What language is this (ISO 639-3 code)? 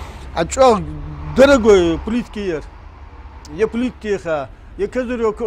inh